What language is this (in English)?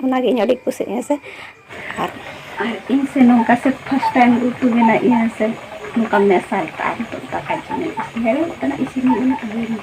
Santali